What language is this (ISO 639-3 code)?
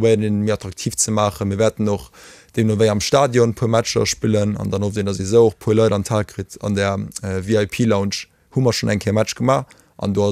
ltz